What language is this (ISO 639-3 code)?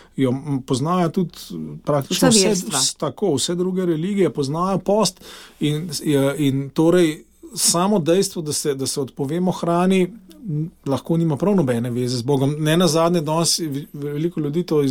slv